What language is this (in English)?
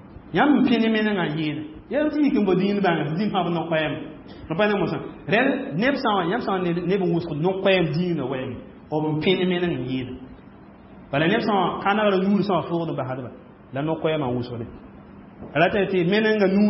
Mossi